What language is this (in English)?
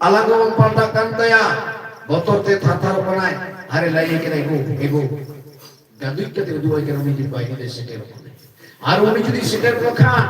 Santali